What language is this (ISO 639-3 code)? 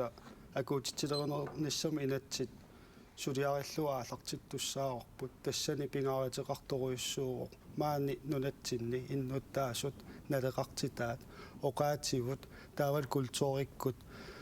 kal